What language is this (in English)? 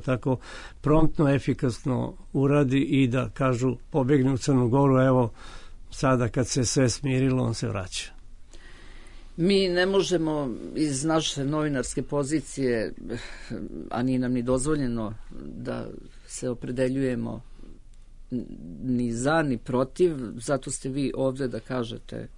Serbian